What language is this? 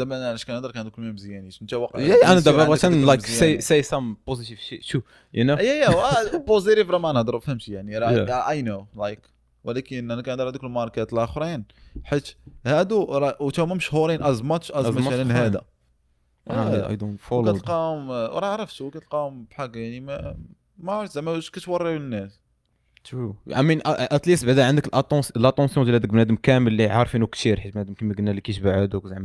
Moroccan Arabic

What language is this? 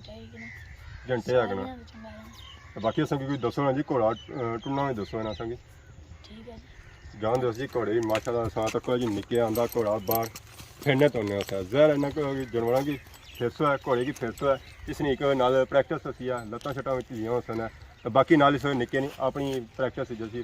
Pahari-Potwari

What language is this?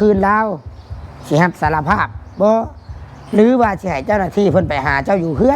Northeastern Thai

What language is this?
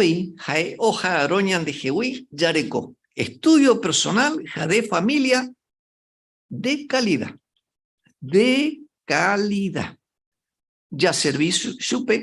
Guarani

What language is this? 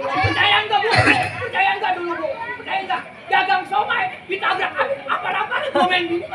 Betawi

